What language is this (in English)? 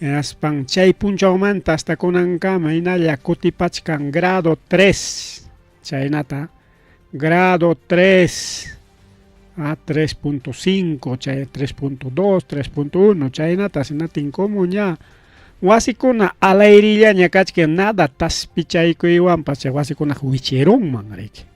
Ayacucho Quechua